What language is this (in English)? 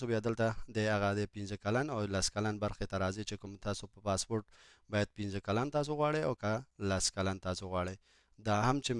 Pashto